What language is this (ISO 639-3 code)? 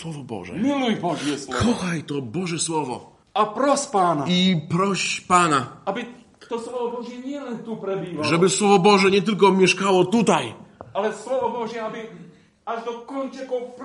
pol